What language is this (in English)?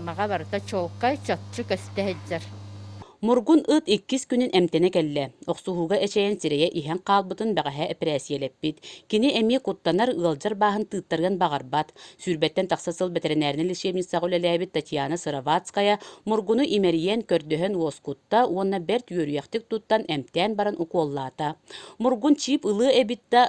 Yakut